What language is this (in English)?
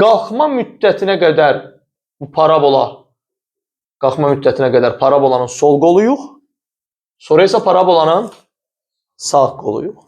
Azerbaijani